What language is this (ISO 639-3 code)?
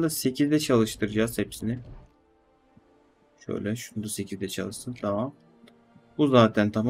tur